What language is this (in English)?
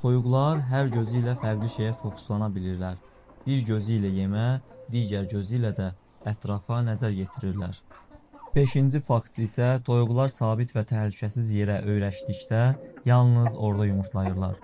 Azerbaijani